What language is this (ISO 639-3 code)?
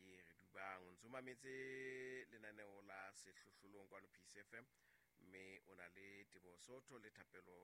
sot